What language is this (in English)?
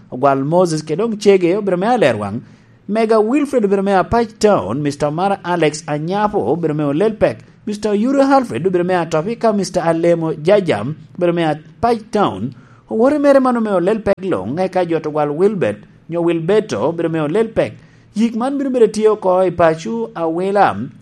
Lango (Uganda)